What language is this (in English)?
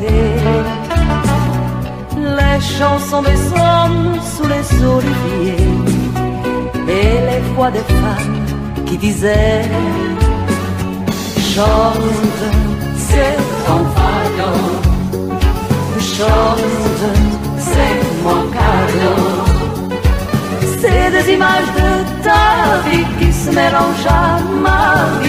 French